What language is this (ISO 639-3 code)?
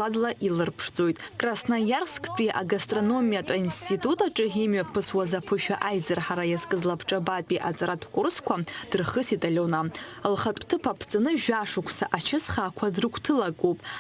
abk